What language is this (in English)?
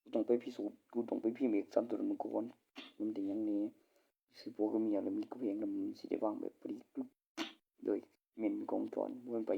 Northeastern Thai